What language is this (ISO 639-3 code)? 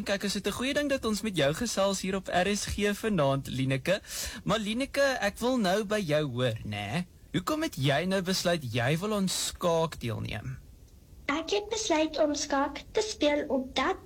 afr